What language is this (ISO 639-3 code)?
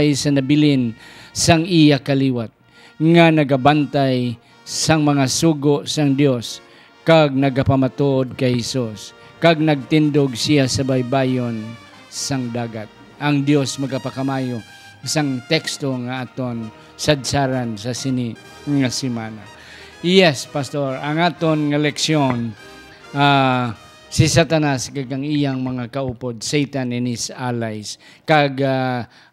hil